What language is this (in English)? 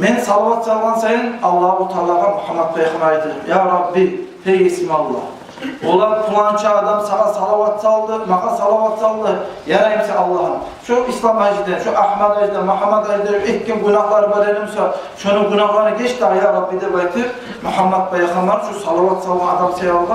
Kumyk